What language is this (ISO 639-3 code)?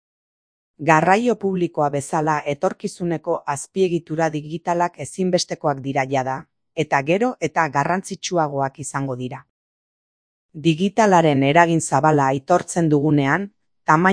eus